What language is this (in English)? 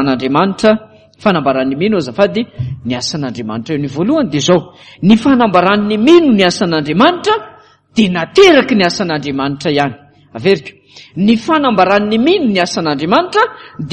Malagasy